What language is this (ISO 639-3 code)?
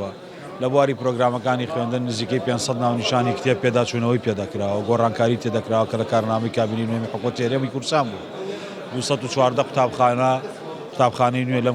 ckb